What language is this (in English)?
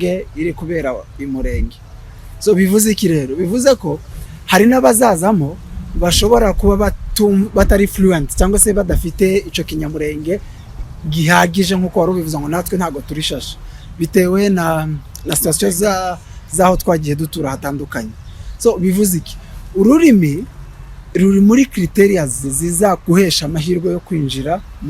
Kinyarwanda